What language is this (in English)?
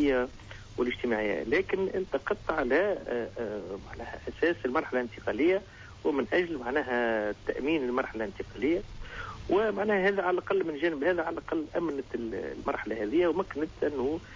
Tunisian Arabic